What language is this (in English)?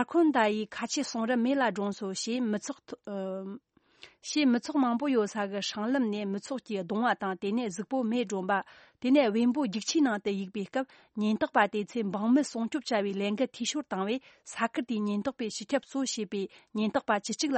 Tibetan